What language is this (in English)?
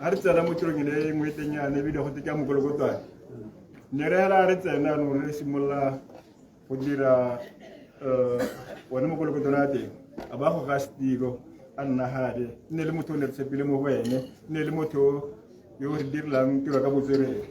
Tswana